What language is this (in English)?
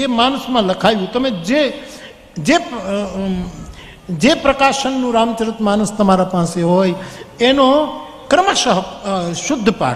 Gujarati